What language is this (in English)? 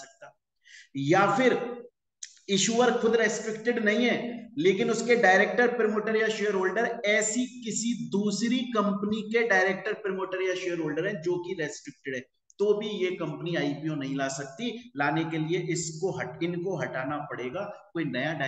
Hindi